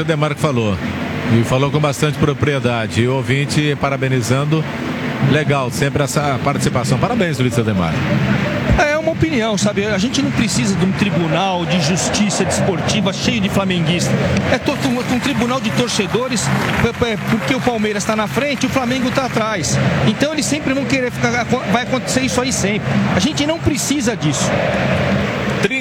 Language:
Portuguese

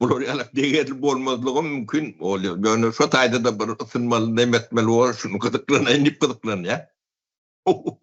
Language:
Turkmen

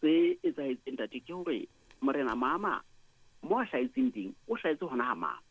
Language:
Southern Sotho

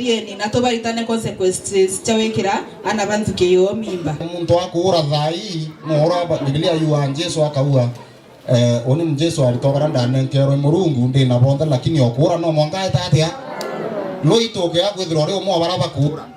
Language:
Meru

